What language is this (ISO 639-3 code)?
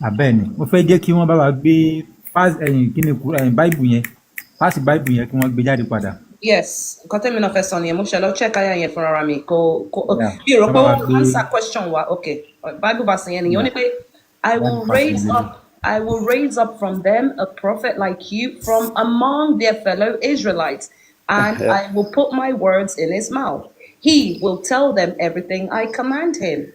yor